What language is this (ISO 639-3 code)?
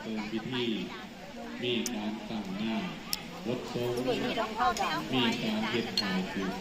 lao